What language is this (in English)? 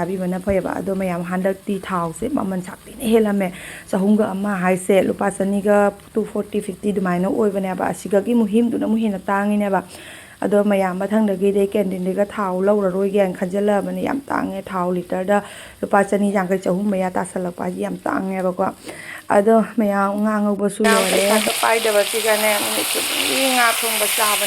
Manipuri